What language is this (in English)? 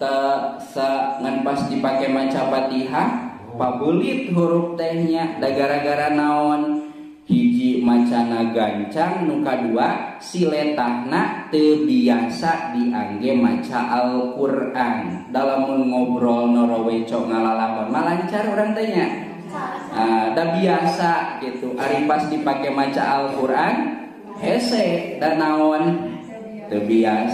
Sundanese